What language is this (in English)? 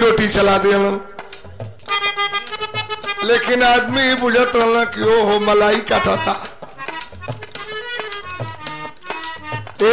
Bhojpuri